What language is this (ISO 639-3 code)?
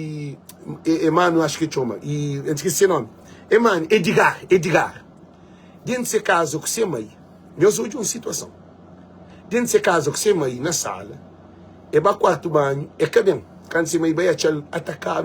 kea